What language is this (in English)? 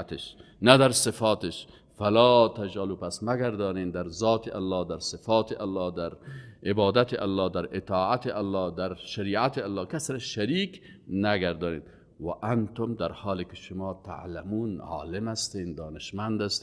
Persian